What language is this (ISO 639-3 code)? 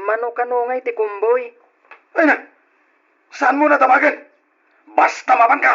ilo